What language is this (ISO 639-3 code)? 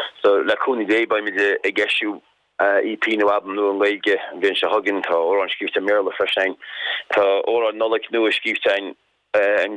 gle